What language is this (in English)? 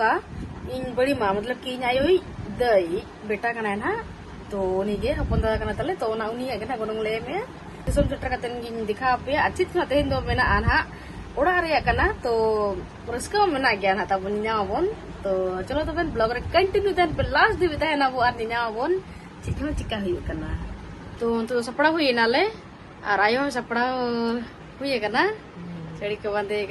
Santali